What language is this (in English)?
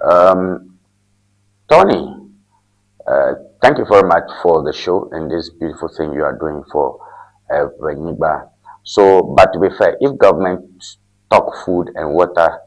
Ewe